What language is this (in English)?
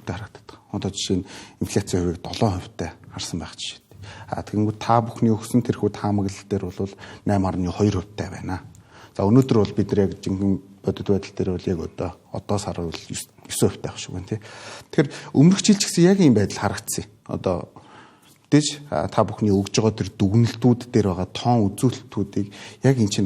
Mongolian